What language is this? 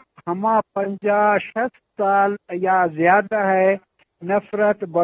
Eastern Balochi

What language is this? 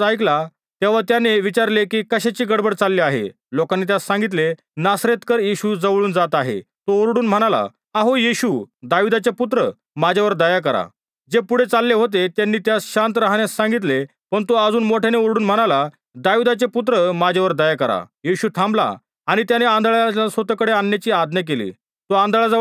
Marathi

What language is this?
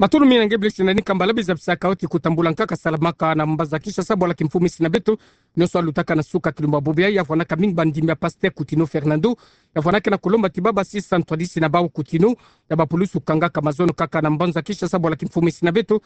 Kituba (Democratic Republic of Congo)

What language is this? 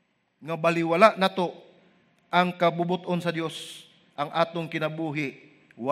Cebuano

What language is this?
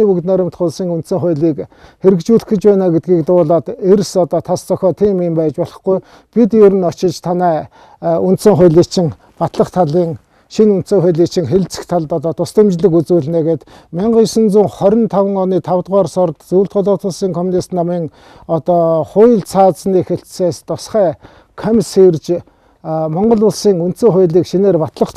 Mongolian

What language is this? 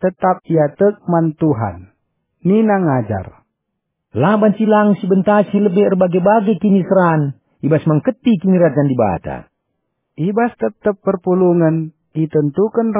Batak Karo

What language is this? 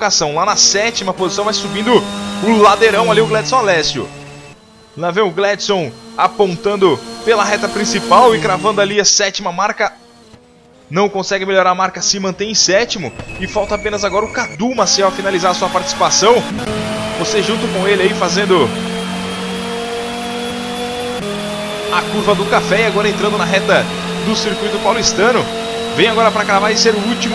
Portuguese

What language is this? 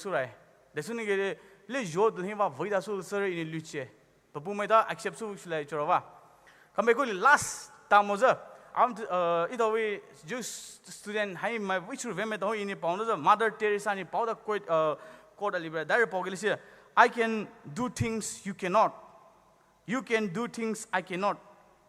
Poumei Naga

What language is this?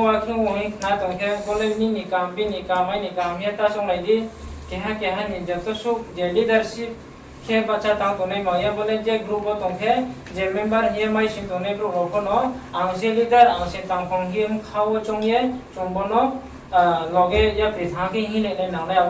Riang (India)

